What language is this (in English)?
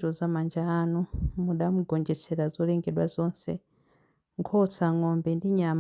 Nyanja